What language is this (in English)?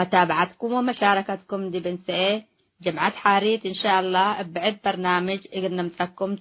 Tigre